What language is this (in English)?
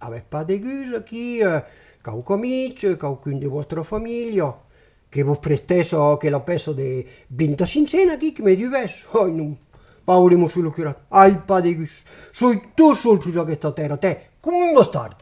Occitan